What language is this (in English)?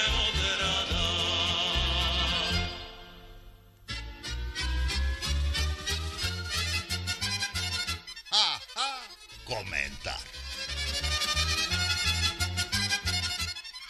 Serbian